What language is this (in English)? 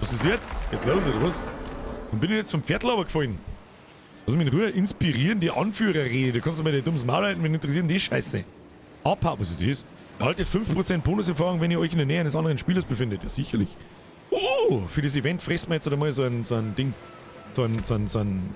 Bavarian